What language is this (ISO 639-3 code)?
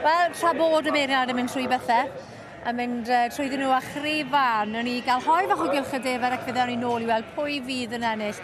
cym